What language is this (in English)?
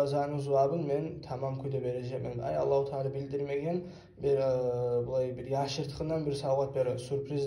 Kumyk